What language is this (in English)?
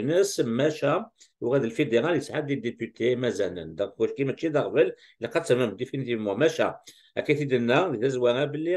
Kabyle